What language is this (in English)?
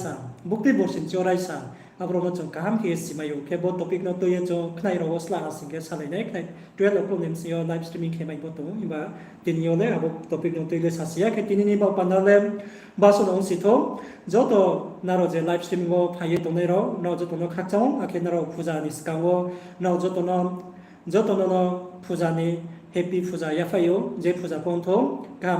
Riang (India)